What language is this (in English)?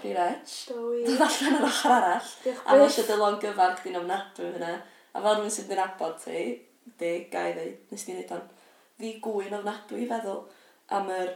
Welsh